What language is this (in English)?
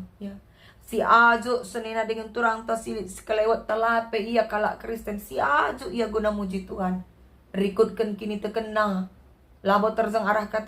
Batak Karo